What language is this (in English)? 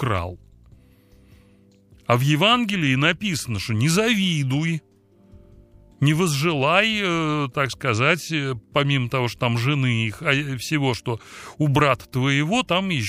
Russian